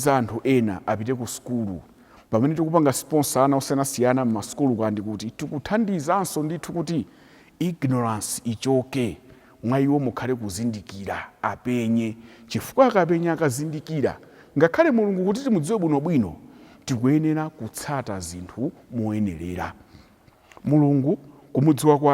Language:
Nyanja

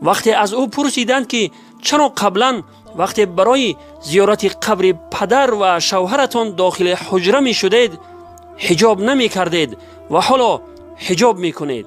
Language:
Tajik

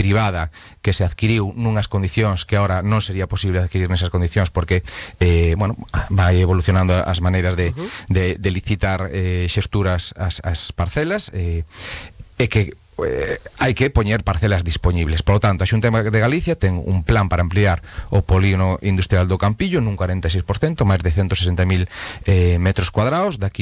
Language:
Galician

